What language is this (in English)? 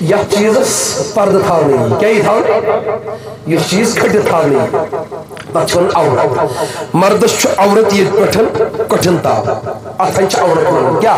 Kashmiri